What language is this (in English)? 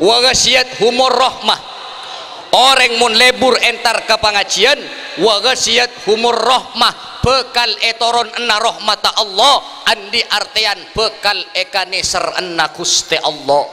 Madurese